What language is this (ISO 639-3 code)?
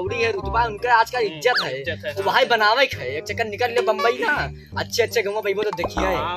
awa